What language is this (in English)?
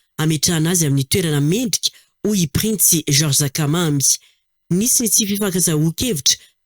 Malagasy